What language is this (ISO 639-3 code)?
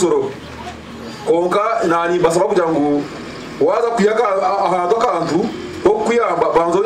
nyn